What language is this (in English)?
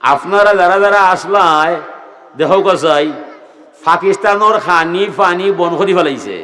Sylheti